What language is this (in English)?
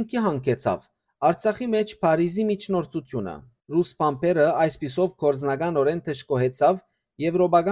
Western Armenian